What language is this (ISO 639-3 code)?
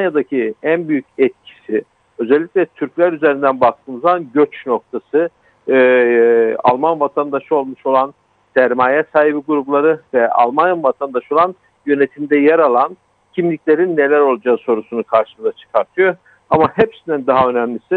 tur